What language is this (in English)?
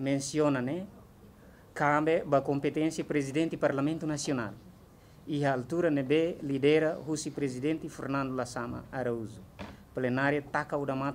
Tetum